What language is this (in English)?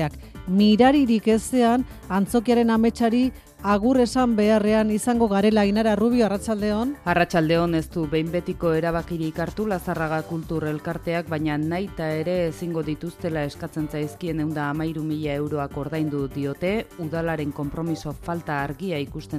Basque